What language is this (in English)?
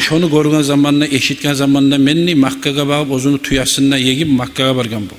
Kumyk